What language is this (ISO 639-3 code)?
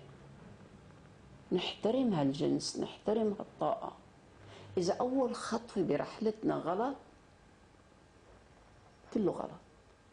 apc